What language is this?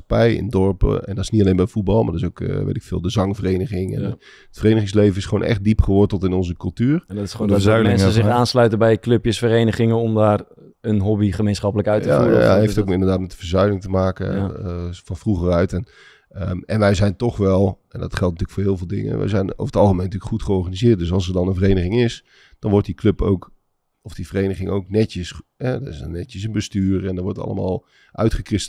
Dutch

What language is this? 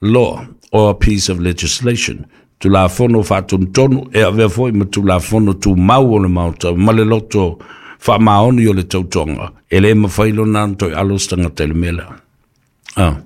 Samoan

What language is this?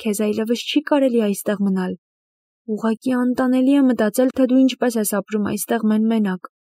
Armenian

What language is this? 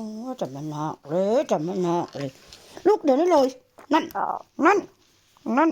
Northeastern Thai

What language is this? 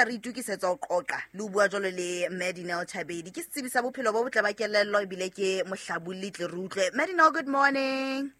Southern Sotho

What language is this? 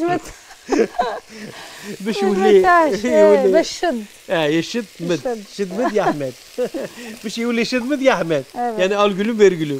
Algerian Arabic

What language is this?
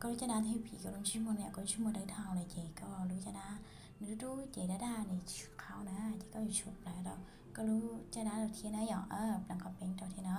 Hmong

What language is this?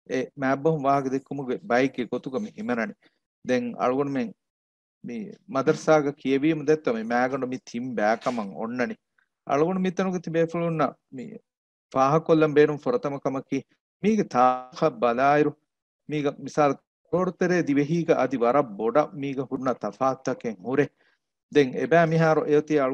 Divehi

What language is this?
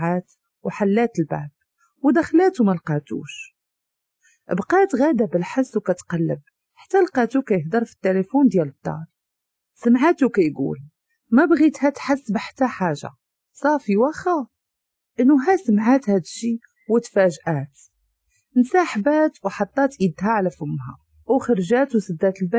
Moroccan Arabic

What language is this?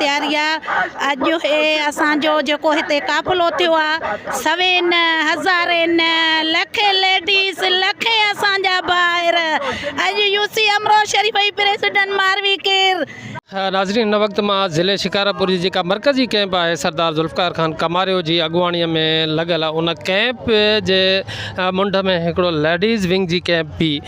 Sindhi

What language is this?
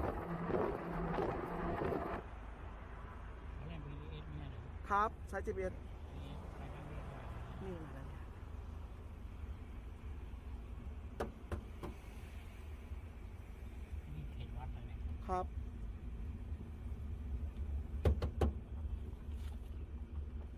Thai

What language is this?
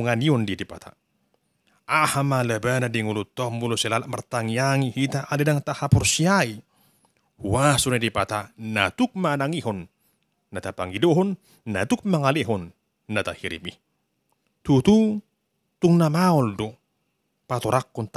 Batak Toba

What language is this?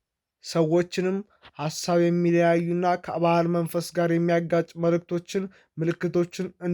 Amharic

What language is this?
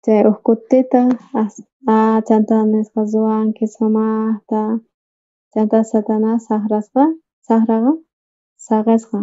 South Bolivian Quechua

